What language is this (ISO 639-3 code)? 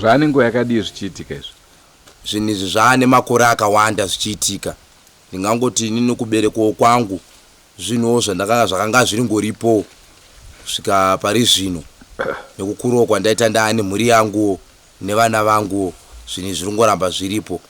sna